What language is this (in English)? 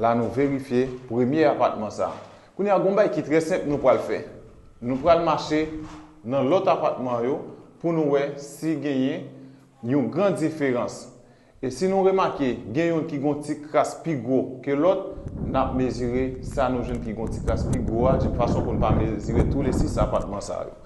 Haitian Creole